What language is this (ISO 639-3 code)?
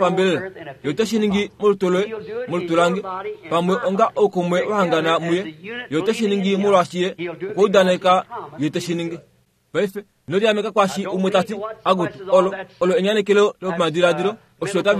kua